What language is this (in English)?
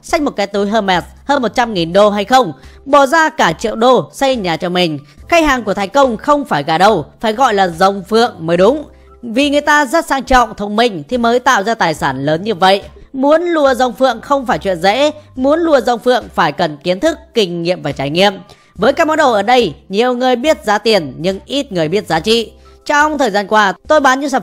Vietnamese